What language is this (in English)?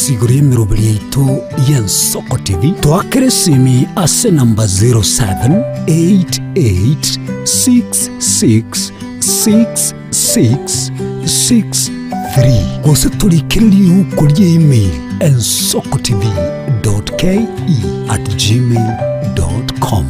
Gusii